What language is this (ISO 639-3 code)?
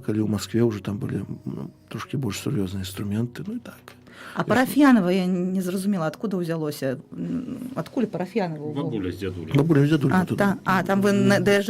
bel